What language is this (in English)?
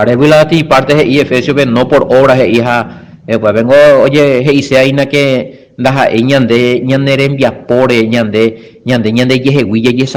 Guarani